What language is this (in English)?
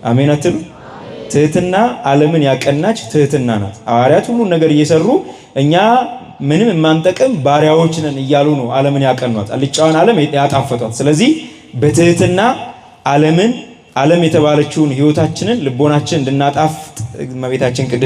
Amharic